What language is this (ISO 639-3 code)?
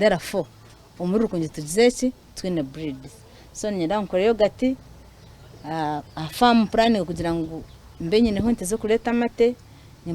nyn